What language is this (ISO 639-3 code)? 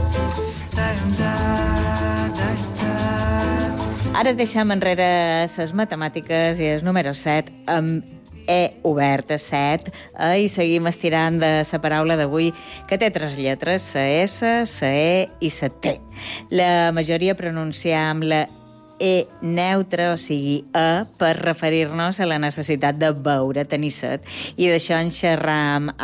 cat